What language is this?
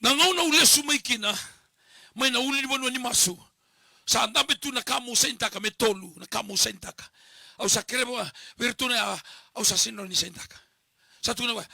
Fijian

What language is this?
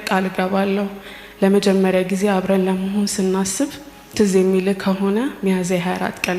Amharic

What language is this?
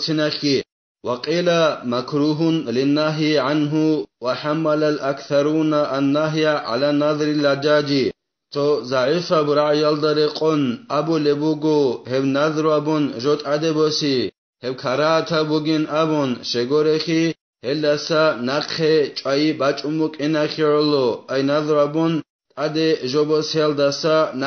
Avaric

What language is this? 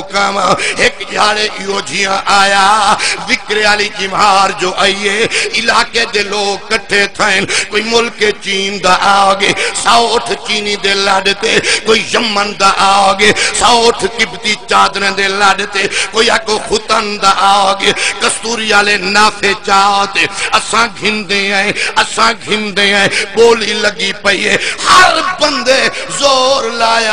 Saraiki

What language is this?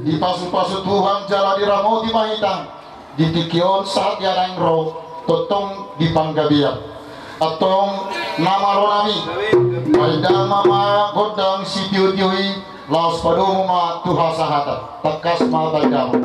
Batak Toba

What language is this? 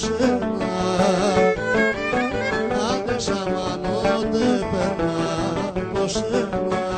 Greek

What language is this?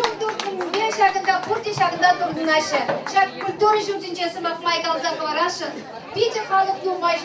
Chuvash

